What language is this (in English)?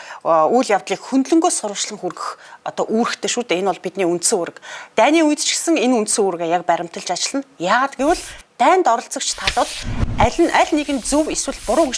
Mongolian